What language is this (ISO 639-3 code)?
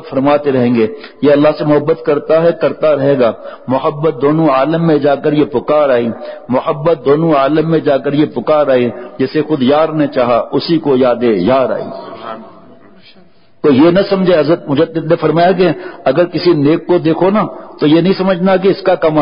urd